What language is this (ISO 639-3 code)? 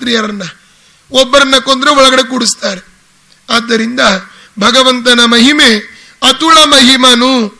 kan